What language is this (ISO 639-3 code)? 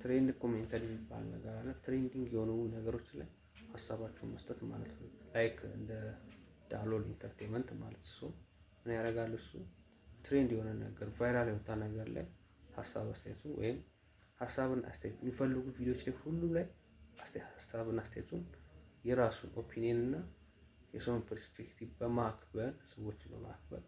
amh